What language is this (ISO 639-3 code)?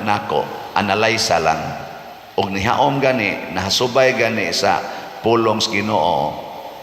ceb